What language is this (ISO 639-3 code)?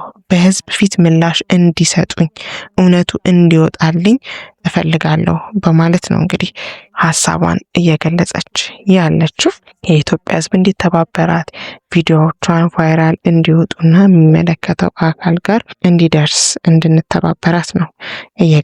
amh